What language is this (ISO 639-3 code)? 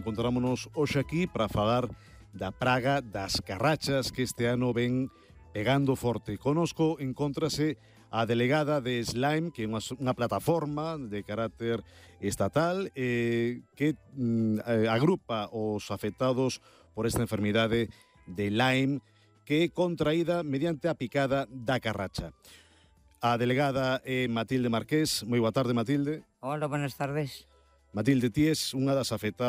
glg